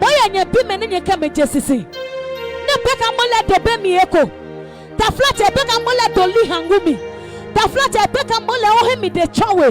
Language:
Adangme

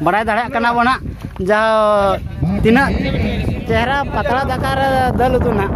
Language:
Santali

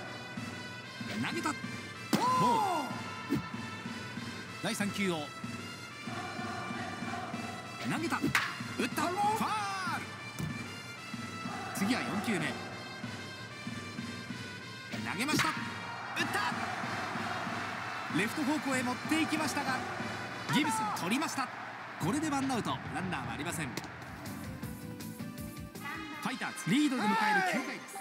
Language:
Japanese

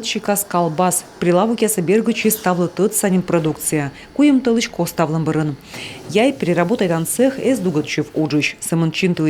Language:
Komi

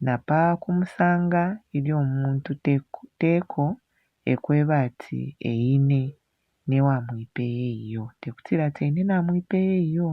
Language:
Bemba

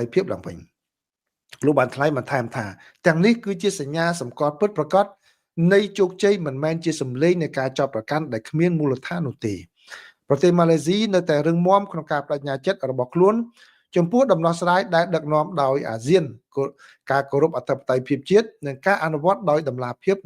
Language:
Khmer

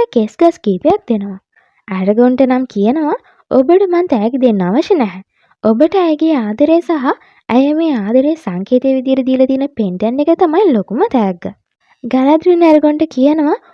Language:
Sinhala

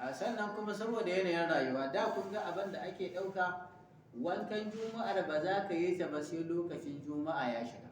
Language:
Hausa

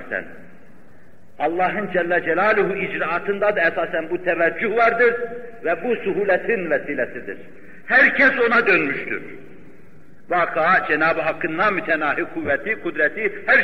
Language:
Turkish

